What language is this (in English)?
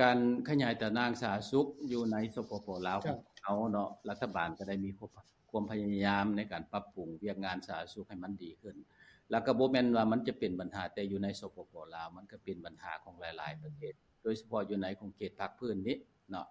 Lao